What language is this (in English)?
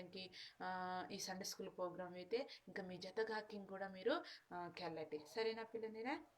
Koya